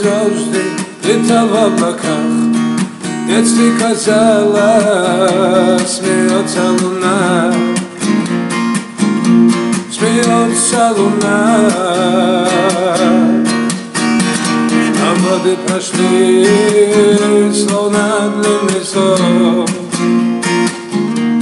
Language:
Russian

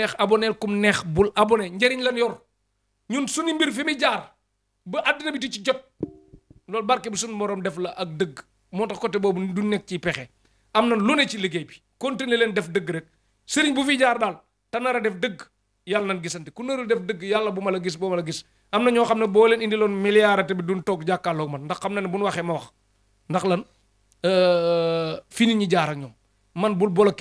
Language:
Wolof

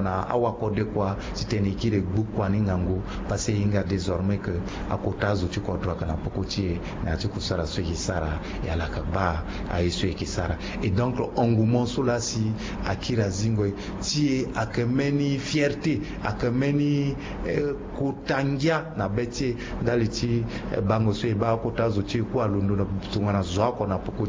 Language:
Sango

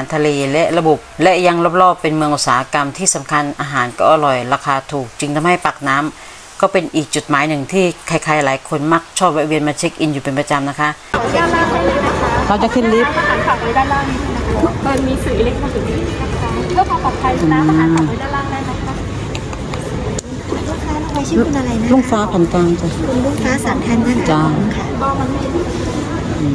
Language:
Thai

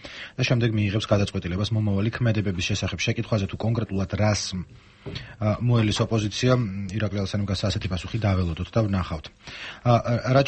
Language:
Georgian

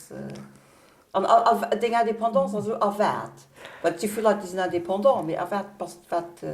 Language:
Luxembourgish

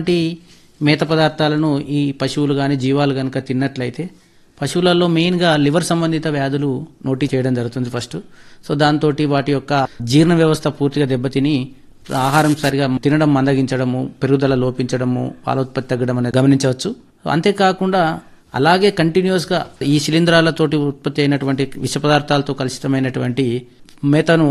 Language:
Telugu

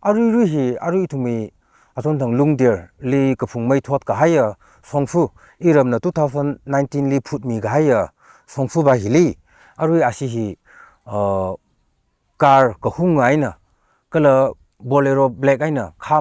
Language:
Tangkhul Naga (India)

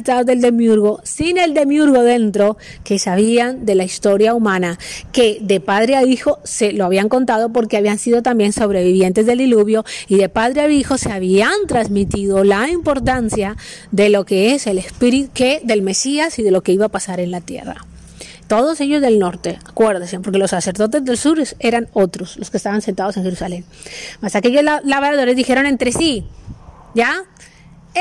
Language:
Spanish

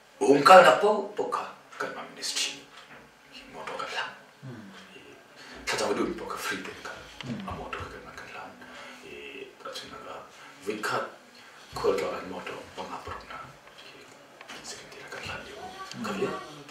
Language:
Hakha Chin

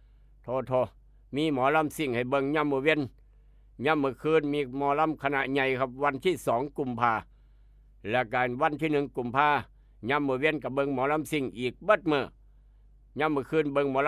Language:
Northeastern Thai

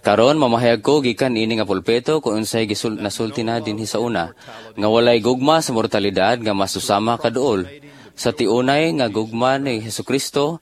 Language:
Cebuano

